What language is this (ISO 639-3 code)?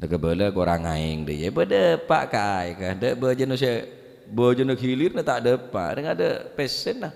mad